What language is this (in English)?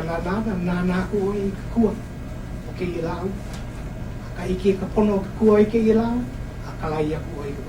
Hawaiian